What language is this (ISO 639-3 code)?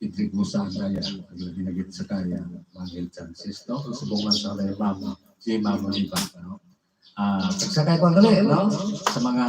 hil